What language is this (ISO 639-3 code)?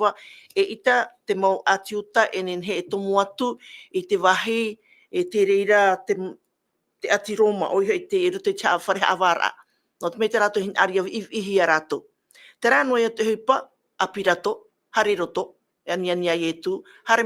tah